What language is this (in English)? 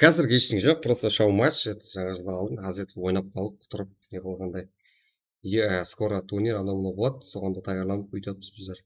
Kara-Kalpak